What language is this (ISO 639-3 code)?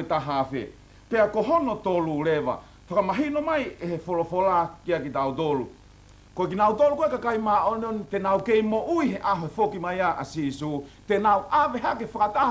ton